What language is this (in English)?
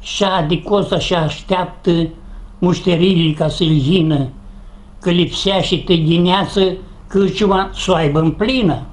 Aromanian